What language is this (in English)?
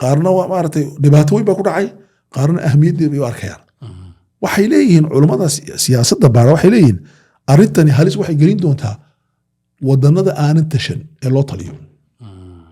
Somali